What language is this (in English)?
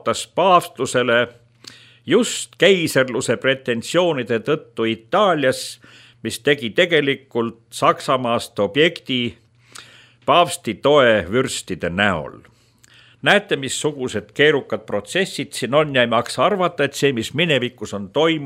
Estonian